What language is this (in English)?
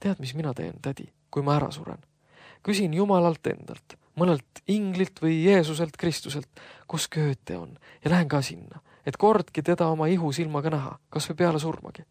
Estonian